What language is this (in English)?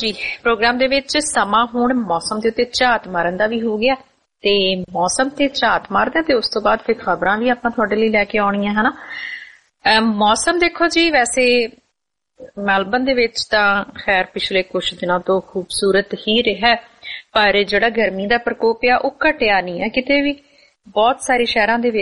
Punjabi